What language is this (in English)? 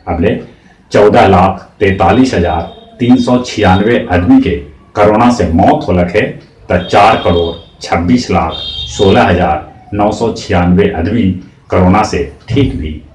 Magahi